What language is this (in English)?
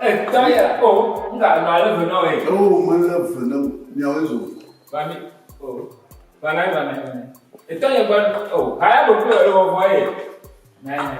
Ewe